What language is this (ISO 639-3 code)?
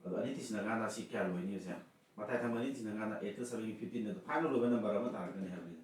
mni